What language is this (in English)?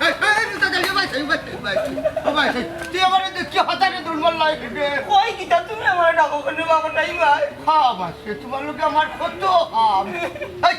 Sylheti